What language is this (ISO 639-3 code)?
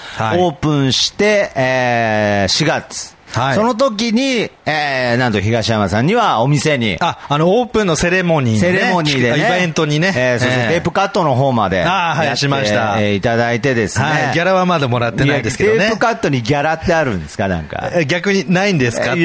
jpn